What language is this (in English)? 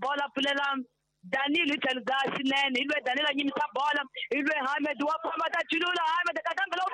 Tsonga